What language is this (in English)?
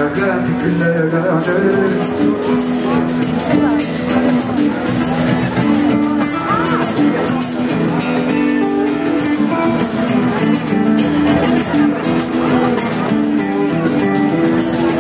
Greek